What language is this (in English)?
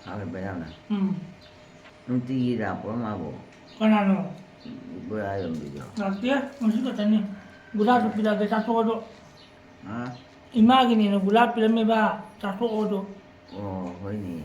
Manipuri